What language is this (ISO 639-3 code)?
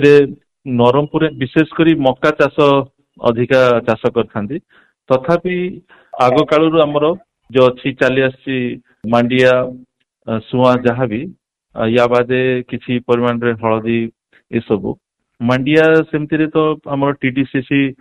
ori